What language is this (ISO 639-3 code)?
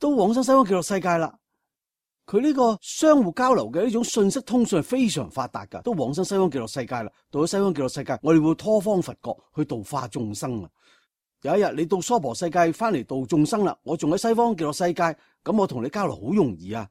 yue